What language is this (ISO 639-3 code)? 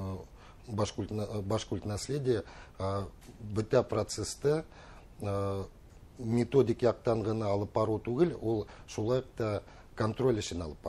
bak